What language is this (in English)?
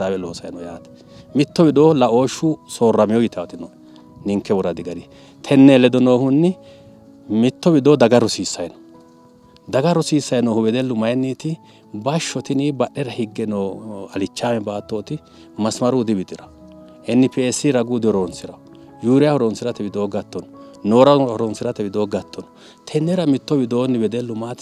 Sidamo